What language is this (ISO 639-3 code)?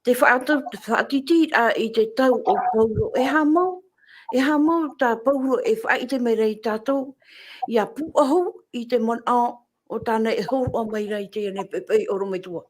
tah